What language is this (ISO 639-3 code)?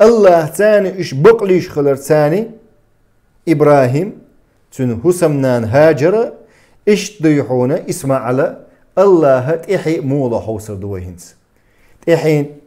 che